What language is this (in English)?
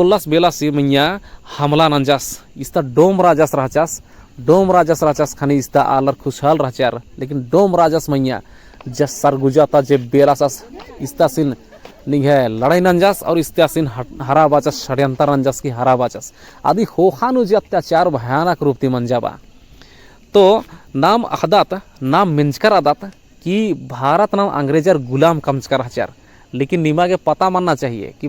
Kurukh